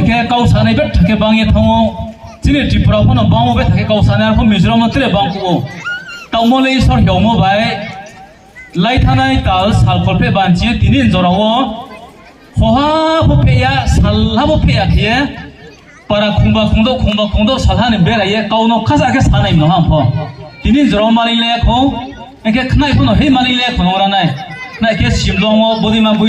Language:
Riang (India)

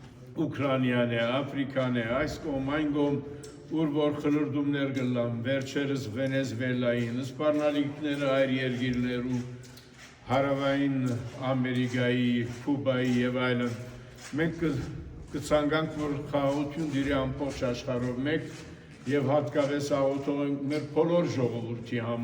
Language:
Western Armenian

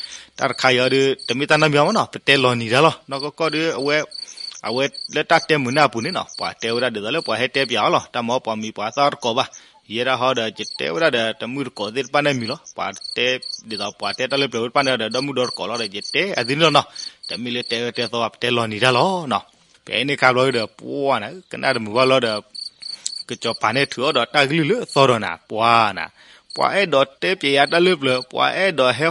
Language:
S'gaw Karen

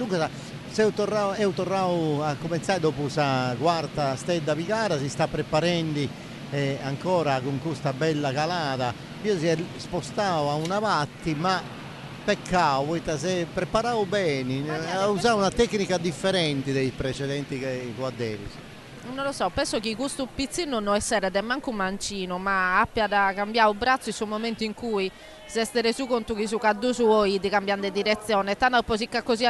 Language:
Sardinian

